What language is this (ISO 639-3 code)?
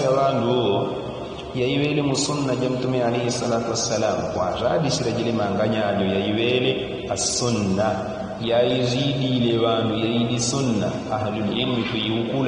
yao